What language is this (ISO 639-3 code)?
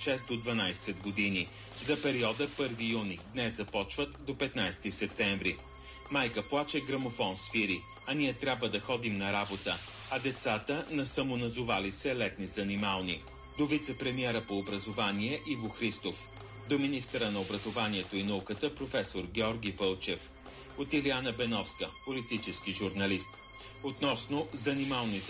bul